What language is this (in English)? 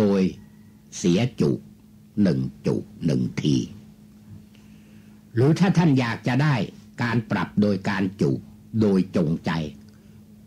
Thai